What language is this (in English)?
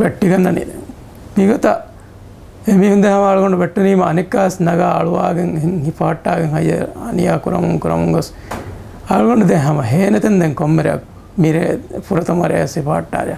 Divehi